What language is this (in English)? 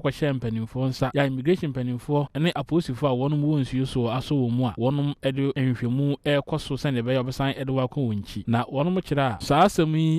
Akan